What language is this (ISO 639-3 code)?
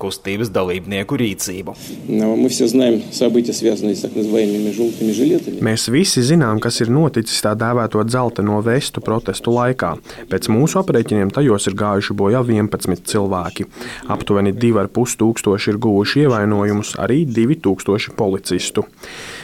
lav